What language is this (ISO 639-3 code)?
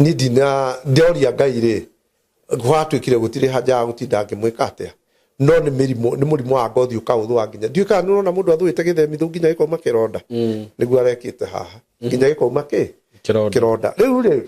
kik